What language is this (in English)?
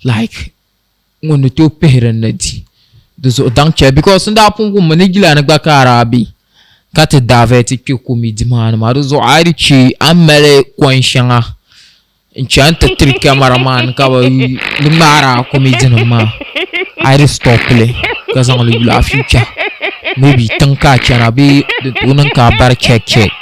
Dagbani